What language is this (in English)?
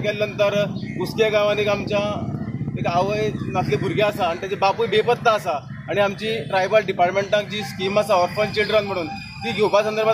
Konkani